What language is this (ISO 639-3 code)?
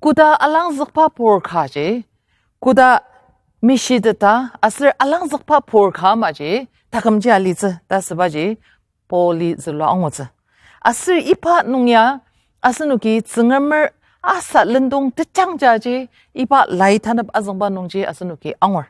njo